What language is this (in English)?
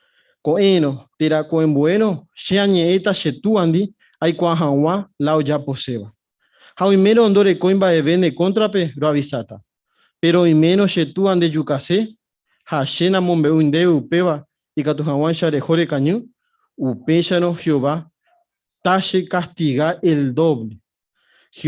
Guarani